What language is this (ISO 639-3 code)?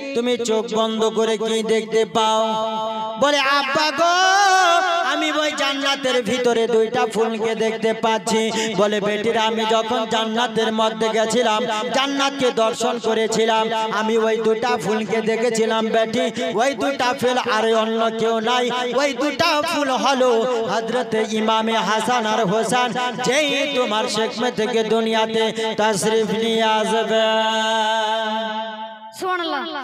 ben